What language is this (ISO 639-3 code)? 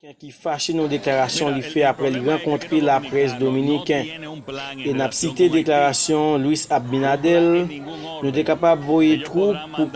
hat